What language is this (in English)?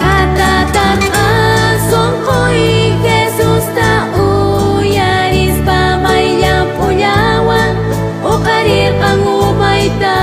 South Bolivian Quechua